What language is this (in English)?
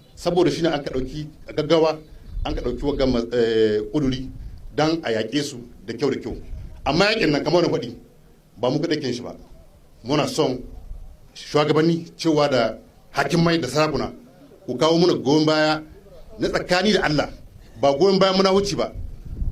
Hausa